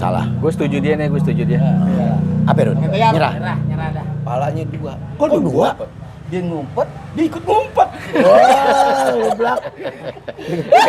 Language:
Betawi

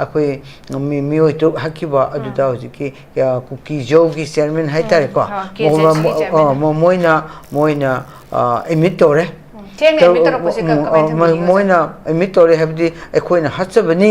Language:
Manipuri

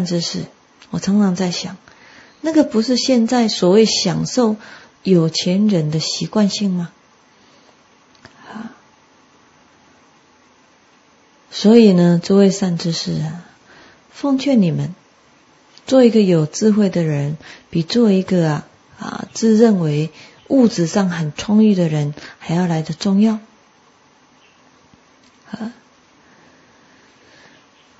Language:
Chinese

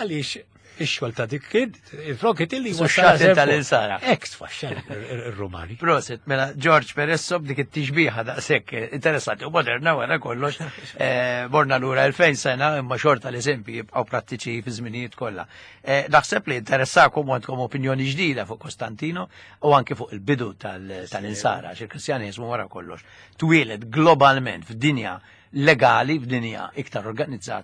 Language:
Maltese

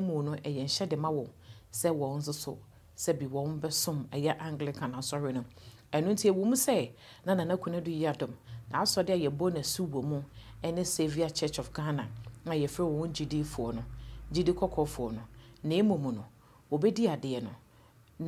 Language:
Akan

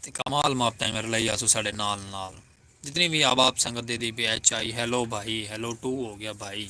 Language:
Saraiki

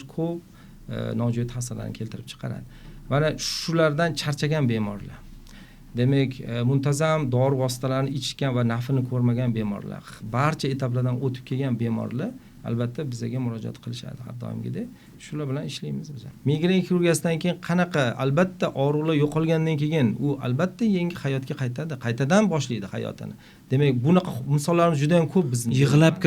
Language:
Uzbek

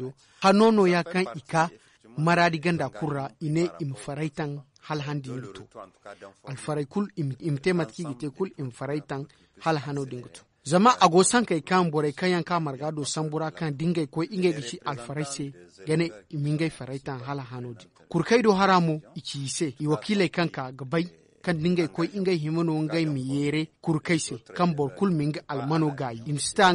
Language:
Zarma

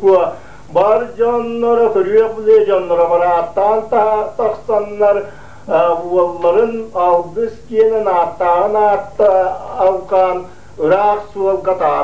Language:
Yakut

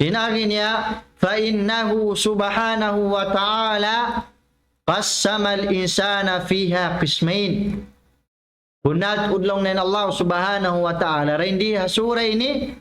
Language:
Tausug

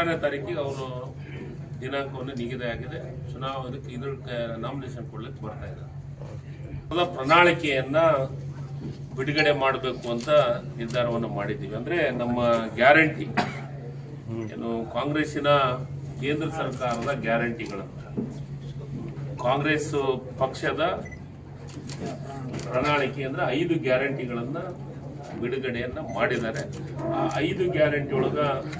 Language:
Kannada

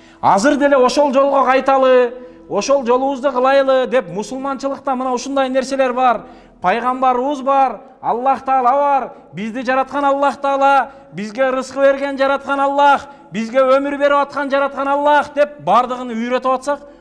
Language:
Kyrgyz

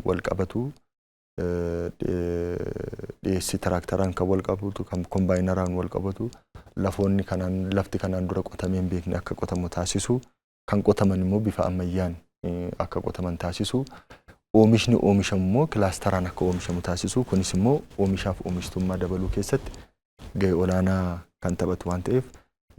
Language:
Oromo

